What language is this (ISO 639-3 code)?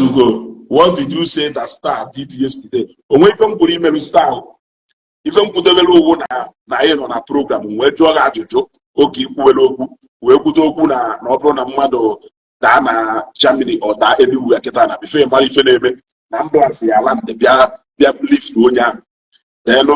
ibo